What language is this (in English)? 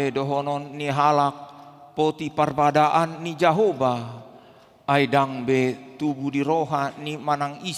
Batak Toba